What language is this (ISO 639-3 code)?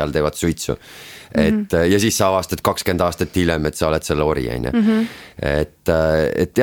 est